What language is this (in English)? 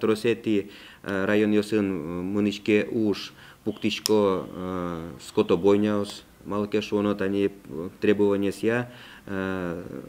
Udmurt